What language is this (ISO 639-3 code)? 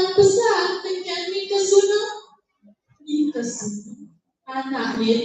ban